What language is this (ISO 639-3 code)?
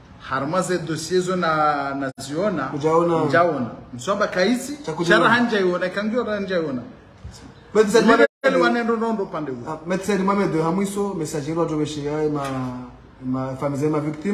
swa